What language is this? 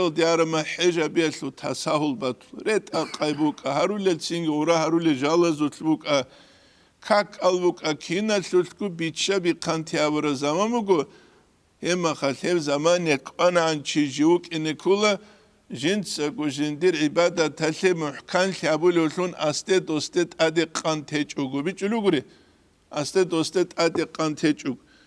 Avaric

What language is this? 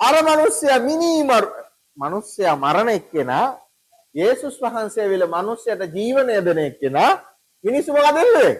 Sinhala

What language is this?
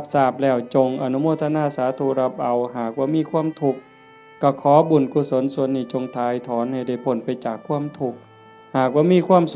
Northeastern Thai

